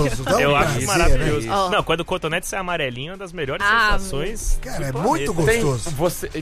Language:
Portuguese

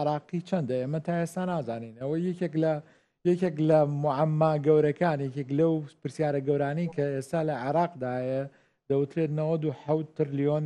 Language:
Central Kurdish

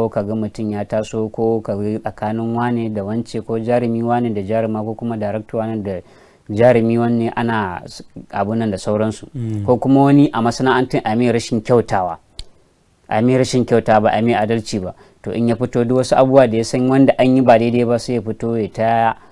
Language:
Hausa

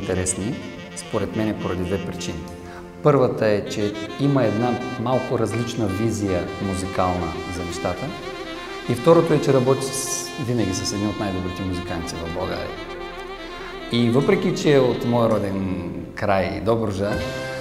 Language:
Bulgarian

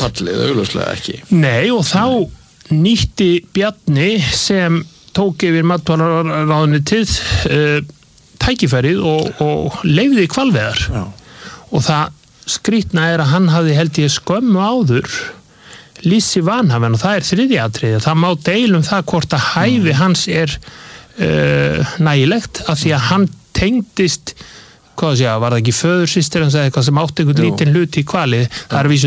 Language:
Icelandic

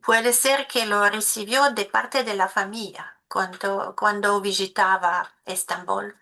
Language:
Ladino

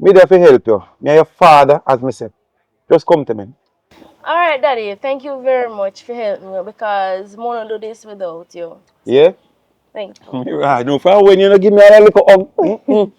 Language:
Jamaican Creole English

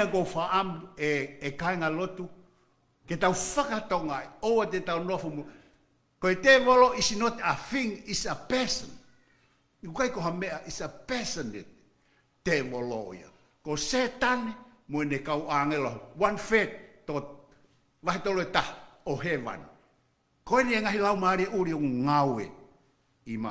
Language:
Tongan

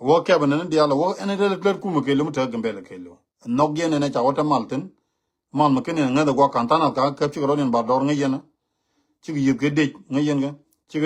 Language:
Nuer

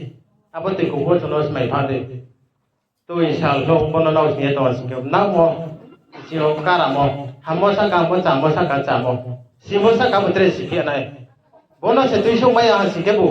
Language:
Riang (India)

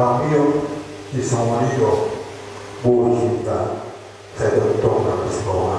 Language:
Batak Toba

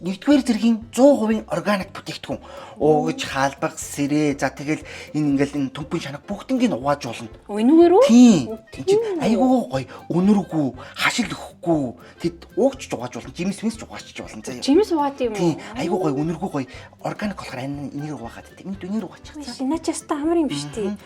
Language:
Mongolian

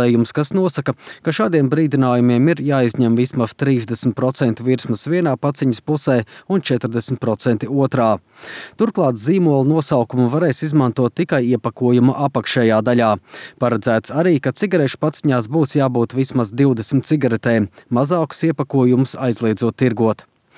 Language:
Latvian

